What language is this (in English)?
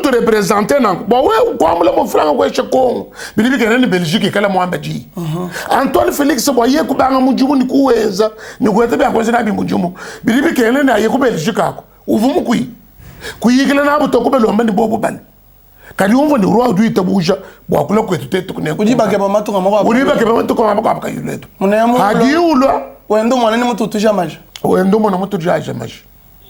Luba-Lulua